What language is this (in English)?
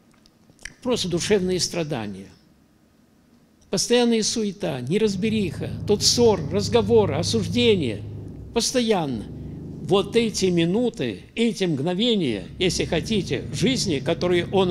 Russian